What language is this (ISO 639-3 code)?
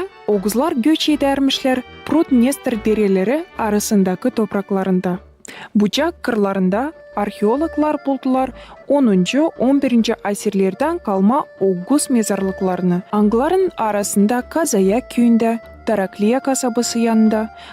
gag